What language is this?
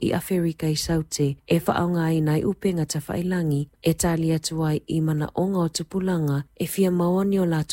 Samoan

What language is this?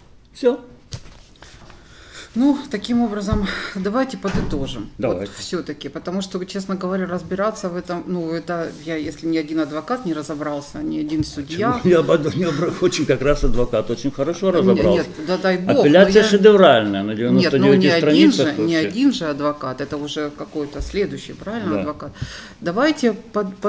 Russian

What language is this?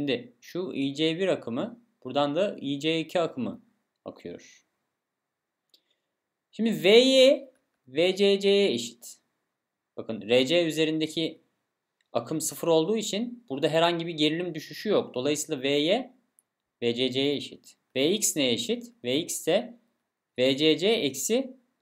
Turkish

